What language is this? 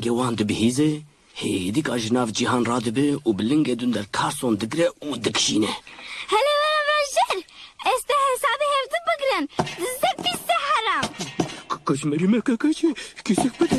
Kurdish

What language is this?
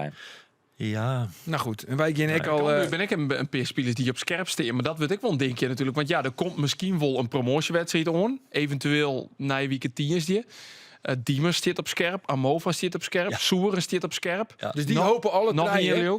Western Frisian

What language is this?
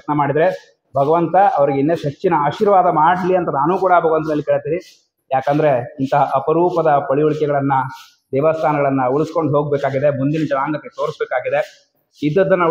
Kannada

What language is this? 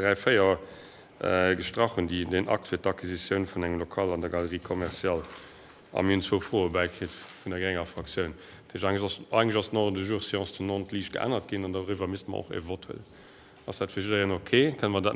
Luxembourgish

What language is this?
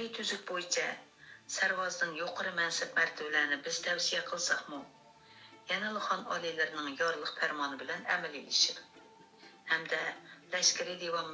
Uyghur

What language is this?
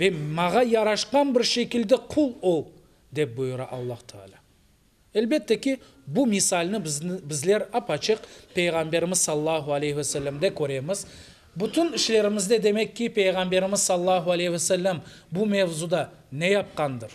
Crimean Tatar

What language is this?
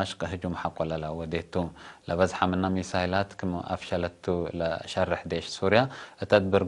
Tigre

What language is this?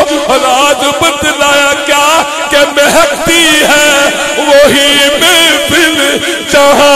Urdu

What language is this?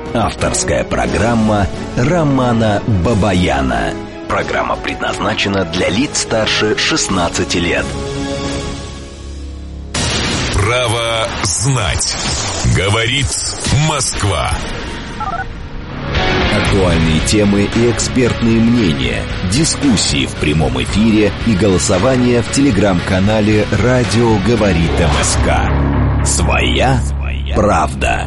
Russian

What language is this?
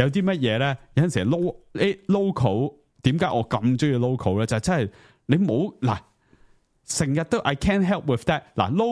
Cantonese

